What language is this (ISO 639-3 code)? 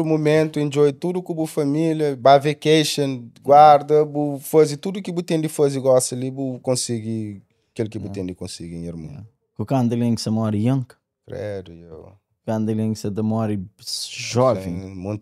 kea